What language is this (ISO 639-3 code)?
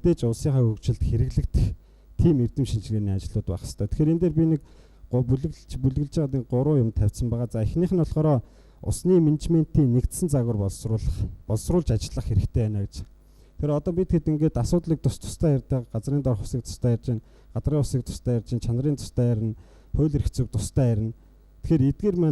mon